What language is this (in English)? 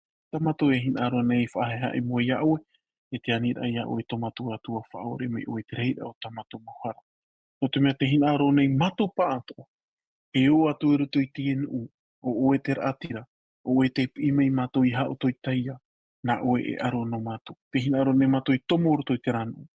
Tahitian